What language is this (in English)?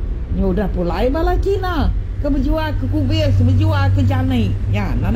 Iban